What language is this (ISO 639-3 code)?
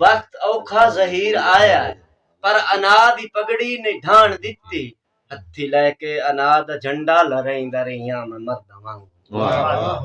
skr